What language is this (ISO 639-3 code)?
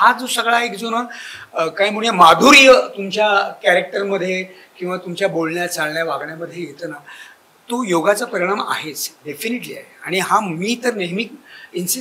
mar